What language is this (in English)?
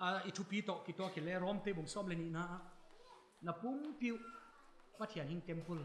Paite Chin